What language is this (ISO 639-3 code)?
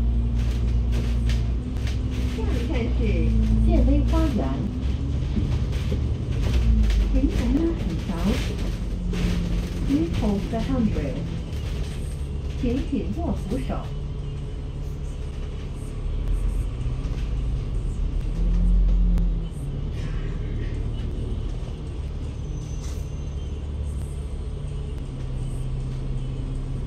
zho